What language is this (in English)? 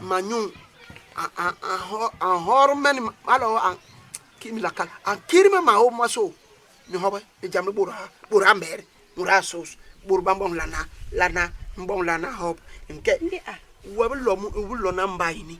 Basaa